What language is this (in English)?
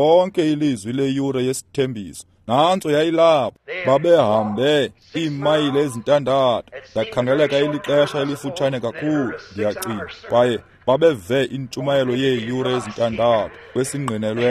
Xhosa